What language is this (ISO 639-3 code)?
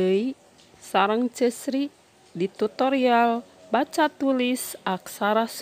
sun